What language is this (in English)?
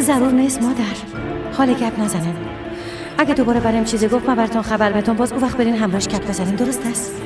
Persian